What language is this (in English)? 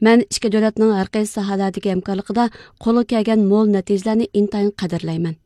Uyghur